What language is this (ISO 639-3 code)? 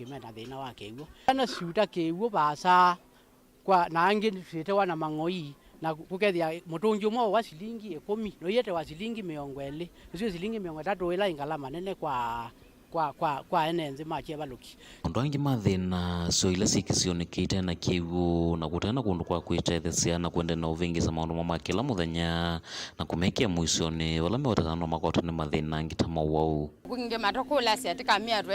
kam